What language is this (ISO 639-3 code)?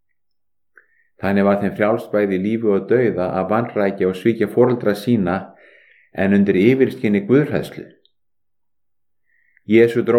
isl